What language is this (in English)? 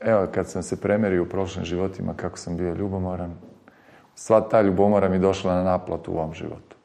Serbian